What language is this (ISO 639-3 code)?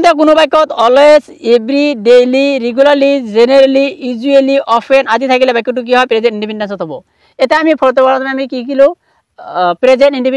asm